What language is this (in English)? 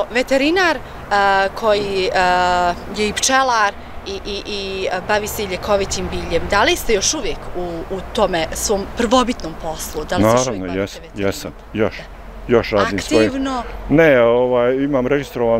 Bosnian